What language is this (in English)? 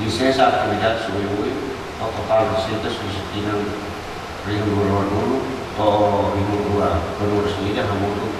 Tetum